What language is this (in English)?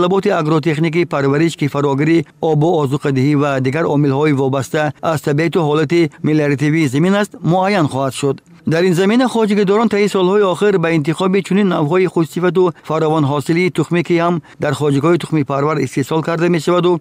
Tajik